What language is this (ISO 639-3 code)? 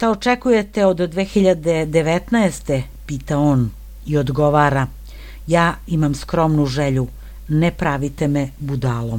srp